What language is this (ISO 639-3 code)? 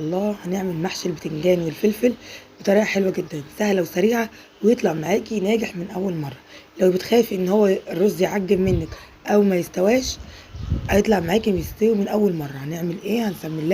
arz